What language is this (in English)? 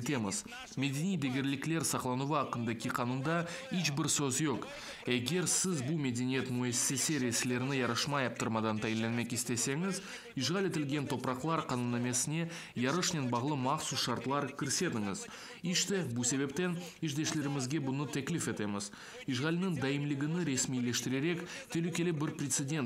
Crimean Tatar